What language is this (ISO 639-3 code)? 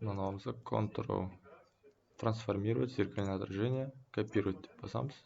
kaz